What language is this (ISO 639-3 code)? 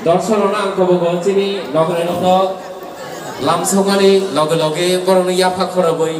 trp